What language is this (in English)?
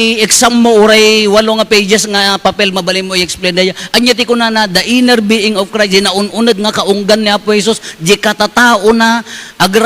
Iloko